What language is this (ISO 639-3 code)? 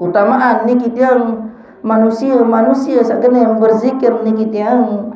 sas